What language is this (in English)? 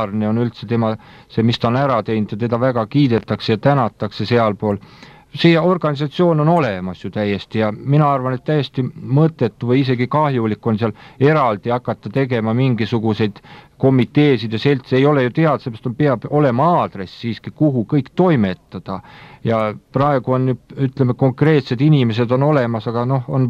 Estonian